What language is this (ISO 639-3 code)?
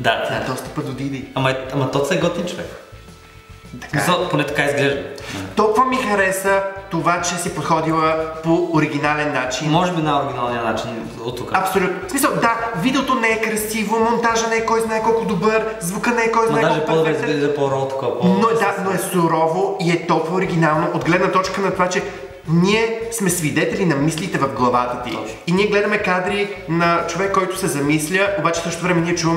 bul